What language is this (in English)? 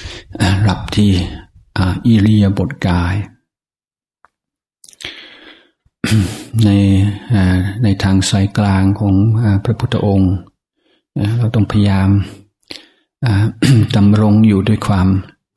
Thai